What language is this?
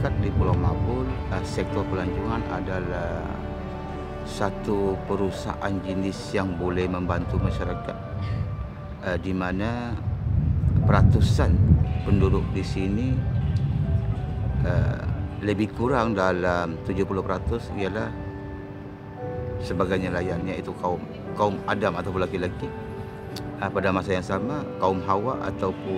Malay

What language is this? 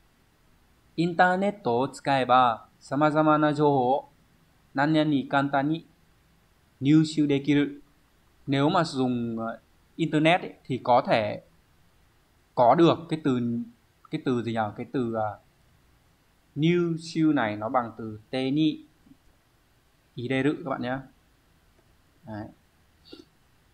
Vietnamese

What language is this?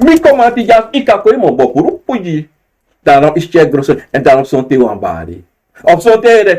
Sranan Tongo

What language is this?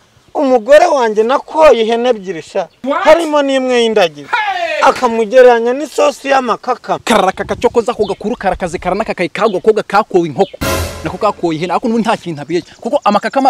Kinyarwanda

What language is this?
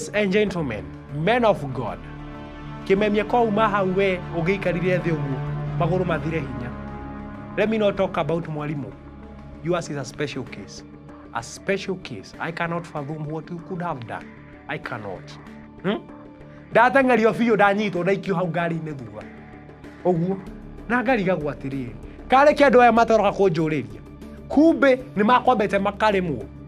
Kikuyu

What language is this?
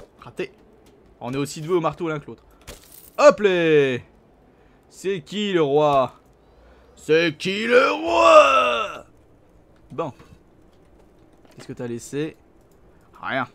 French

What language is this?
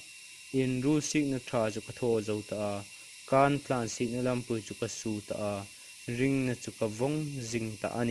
Hmar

